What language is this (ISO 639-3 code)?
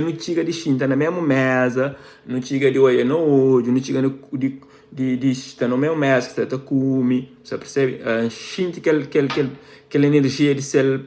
kea